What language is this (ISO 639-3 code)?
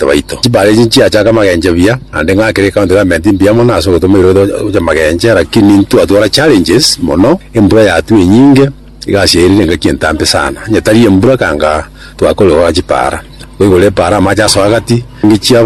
guz